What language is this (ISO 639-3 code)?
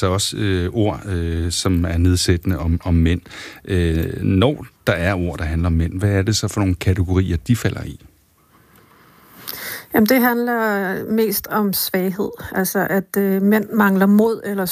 dan